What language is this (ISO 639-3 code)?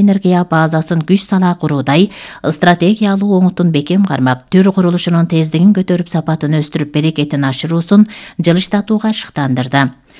kir